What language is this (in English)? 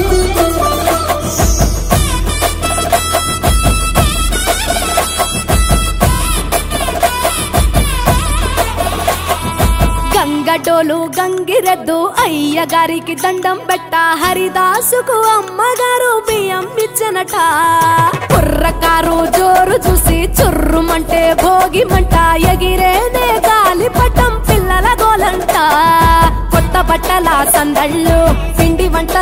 Telugu